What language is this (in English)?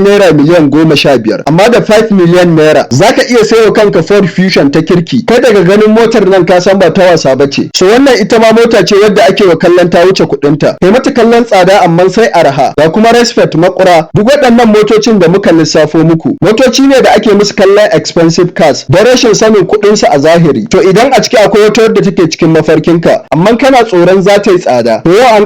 Hausa